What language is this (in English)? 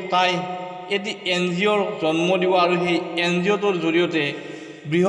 Assamese